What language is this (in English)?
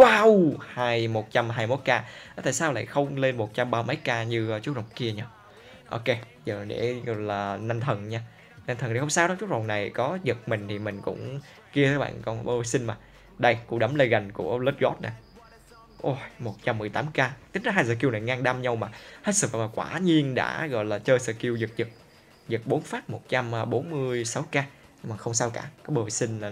Vietnamese